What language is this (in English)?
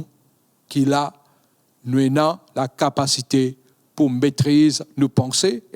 Morisyen